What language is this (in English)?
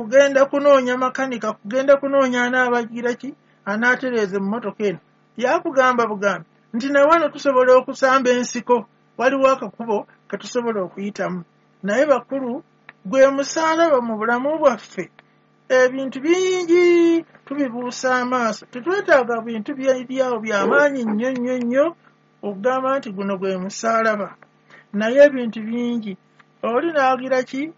Ganda